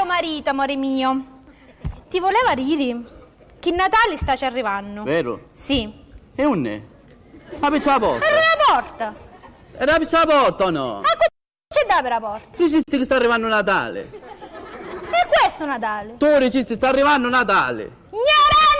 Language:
Sicilian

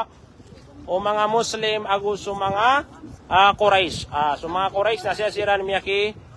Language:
Maranao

